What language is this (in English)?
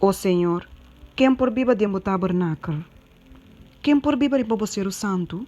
Papiamento